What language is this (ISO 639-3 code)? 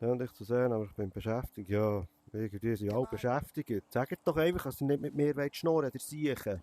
gsw